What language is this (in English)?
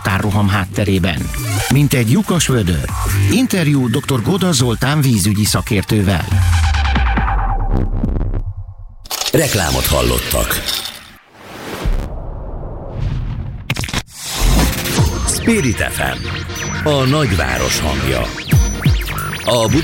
Hungarian